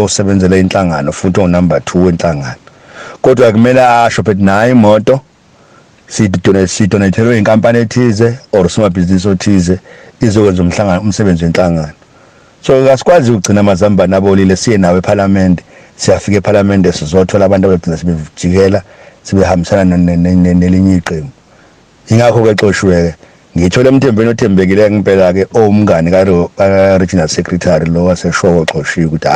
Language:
Zulu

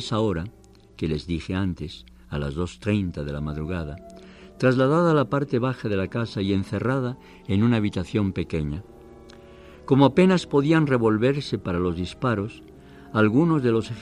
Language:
Spanish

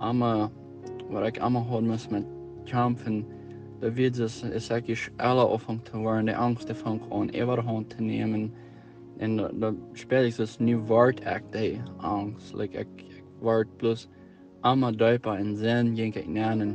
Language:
Plautdietsch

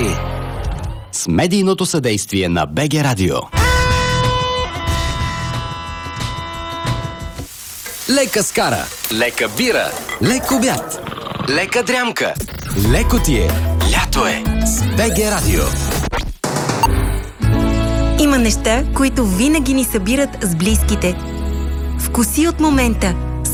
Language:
Bulgarian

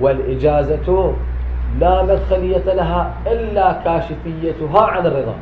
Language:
Mesopotamian Arabic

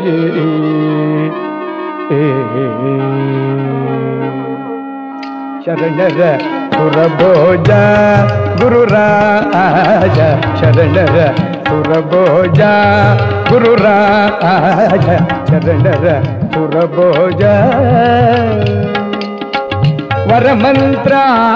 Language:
Kannada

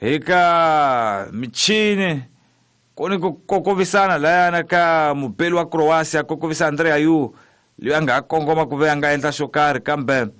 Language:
Tsonga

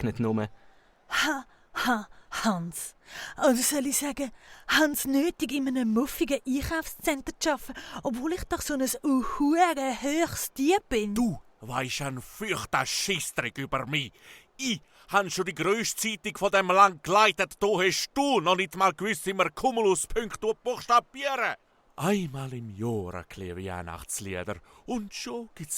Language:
Swiss German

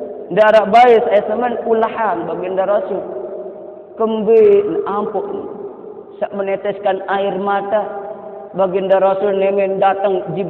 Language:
Sasak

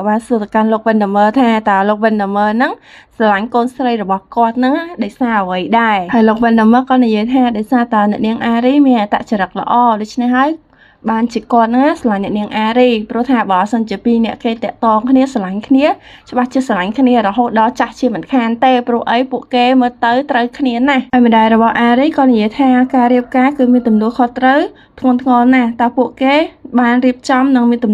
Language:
Khmer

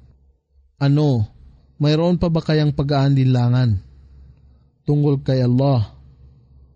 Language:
Filipino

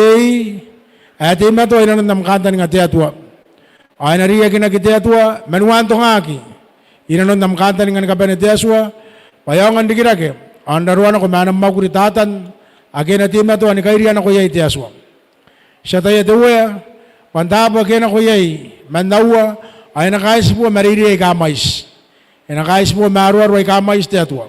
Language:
Gilbertese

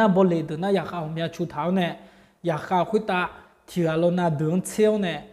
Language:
Akha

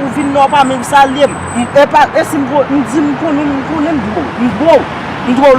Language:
Haitian Creole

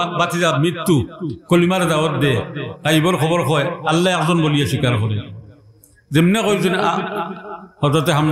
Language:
Sylheti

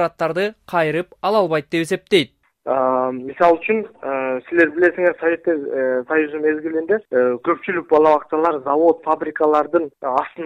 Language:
Kyrgyz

